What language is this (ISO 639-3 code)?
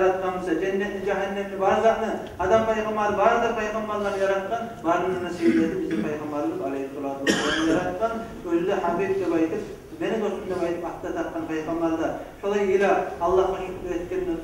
kum